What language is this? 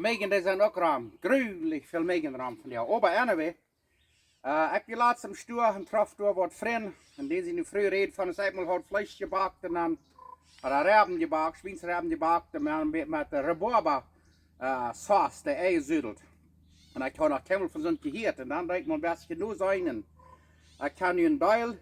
Plautdietsch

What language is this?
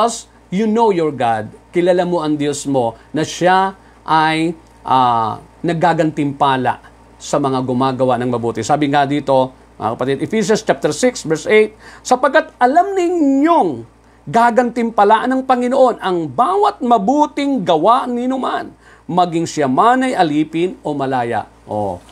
Filipino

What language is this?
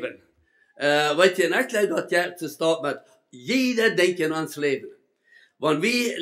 Plautdietsch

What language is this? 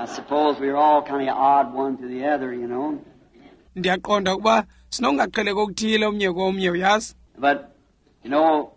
Xhosa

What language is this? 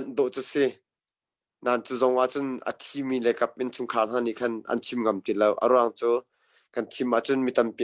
Hakha Chin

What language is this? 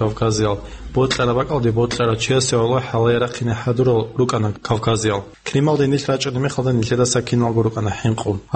Avaric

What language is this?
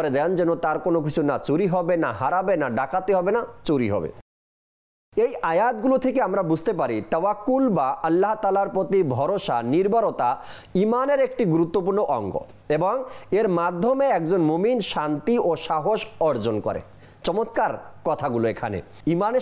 Bangla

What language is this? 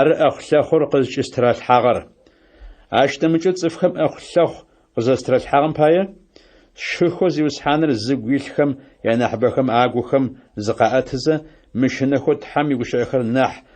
Adyghe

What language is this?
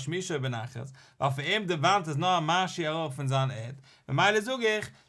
Yiddish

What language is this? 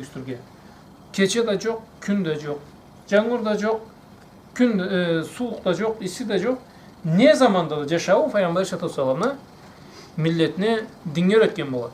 Karachay-Balkar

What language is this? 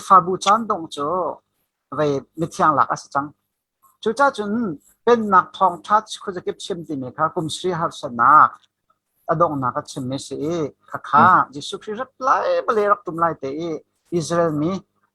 Hakha Chin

